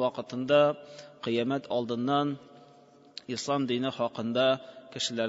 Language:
Tatar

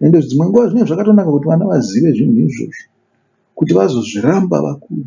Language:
Shona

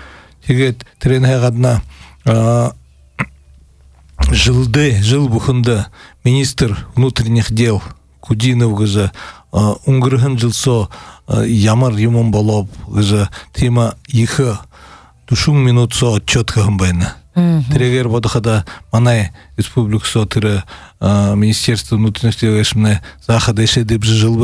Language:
Buriat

